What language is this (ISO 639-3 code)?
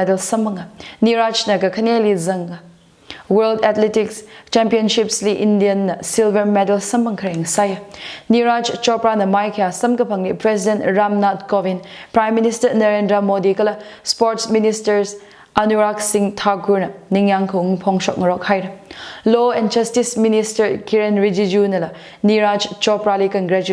nmf